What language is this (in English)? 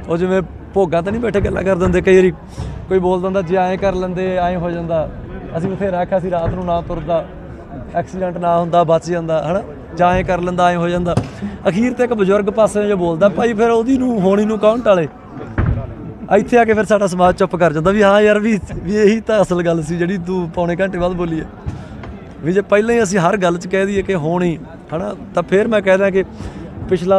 Punjabi